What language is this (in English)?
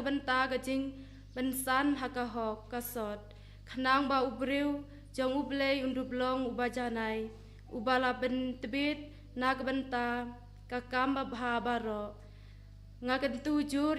Khasi